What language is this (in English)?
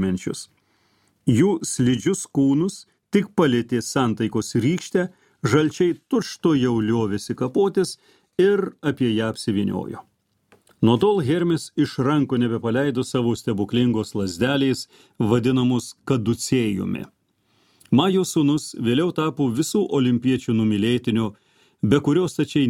Lithuanian